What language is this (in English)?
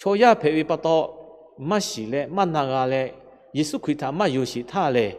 Lahu